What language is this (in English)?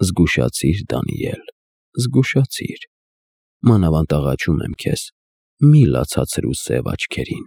Armenian